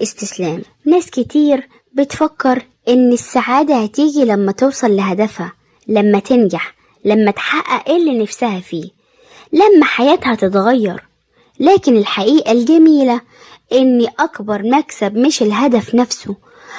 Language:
Egyptian Arabic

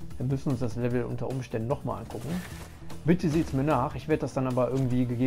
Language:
German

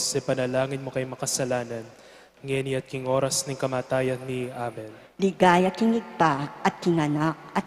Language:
Pampanga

